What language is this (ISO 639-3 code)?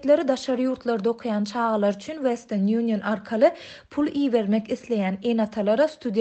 tuk